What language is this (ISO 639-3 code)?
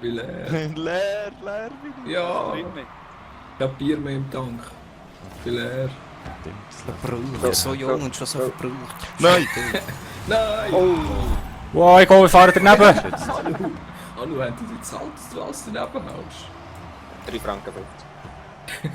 gsw